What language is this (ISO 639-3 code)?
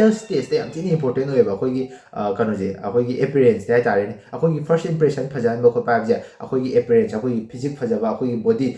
mni